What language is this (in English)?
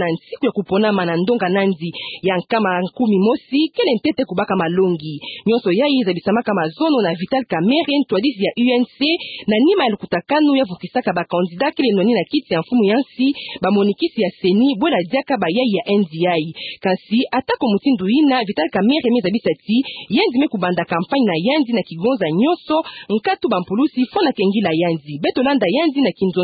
Kituba (Democratic Republic of Congo)